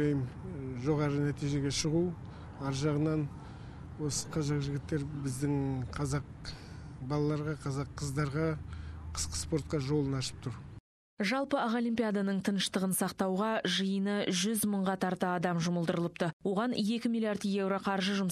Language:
Kazakh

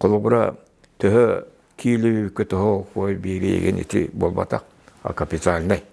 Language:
Yakut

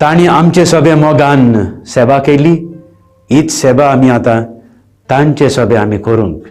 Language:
Konkani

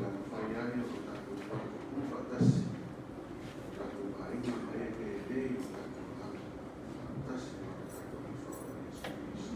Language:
Samoan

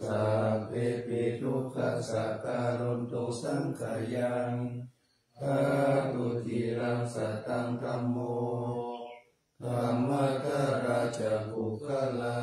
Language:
Pali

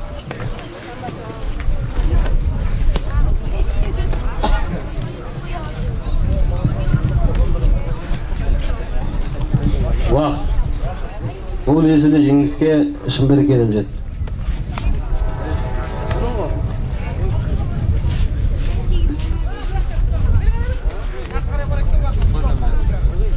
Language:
Kazakh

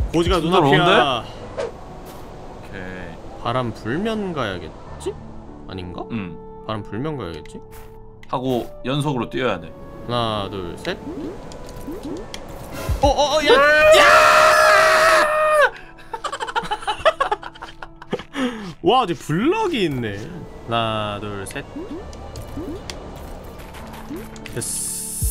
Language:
Korean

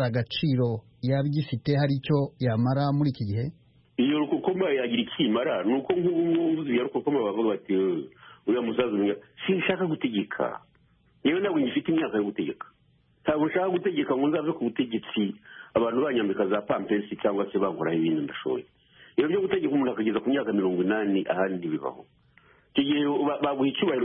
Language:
Kinyarwanda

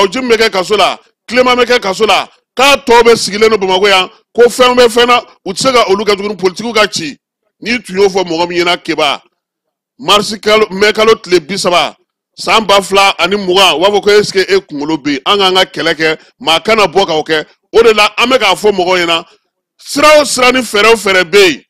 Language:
Bambara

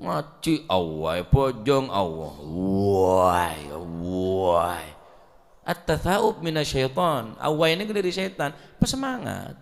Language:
Madurese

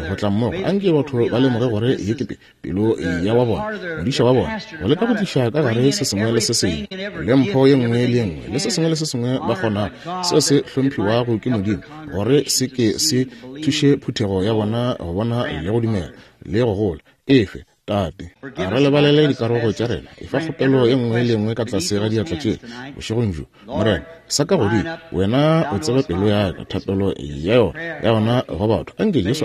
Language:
Northern Sotho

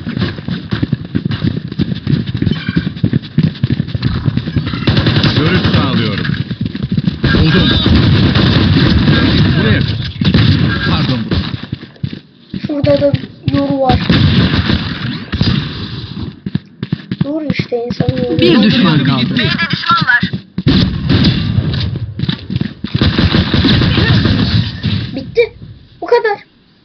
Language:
Turkish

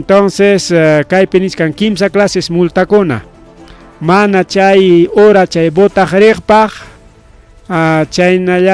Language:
Ayacucho Quechua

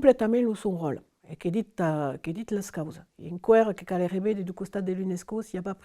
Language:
Occitan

